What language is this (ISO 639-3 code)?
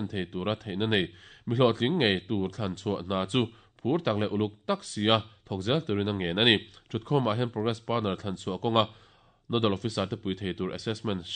lus